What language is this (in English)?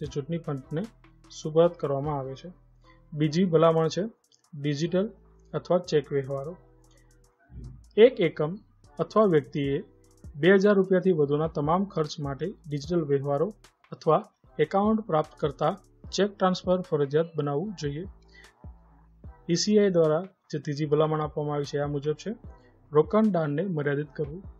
Gujarati